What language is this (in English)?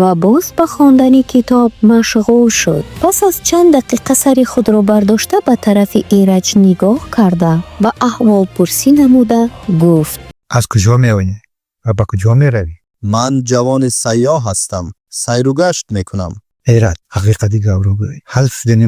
Tajik